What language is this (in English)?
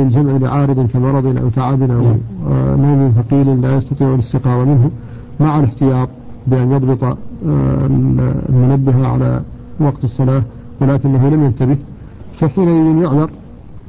Arabic